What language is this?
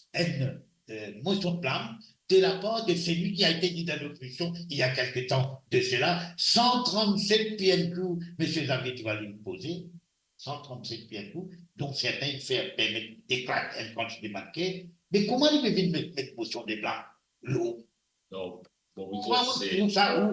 Morisyen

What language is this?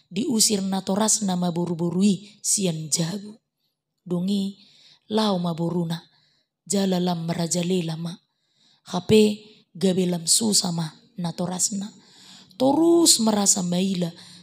Batak Toba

